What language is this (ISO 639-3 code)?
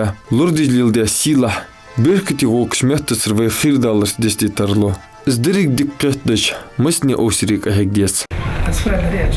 inh